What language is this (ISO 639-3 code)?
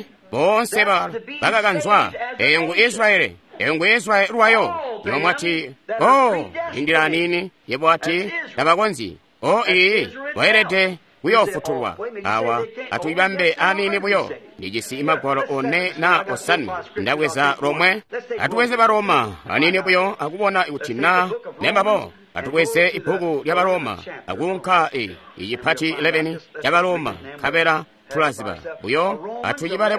toi